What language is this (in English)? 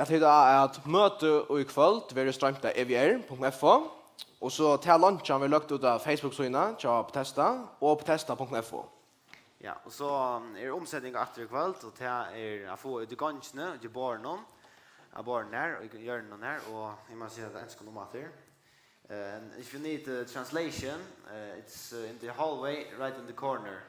Faroese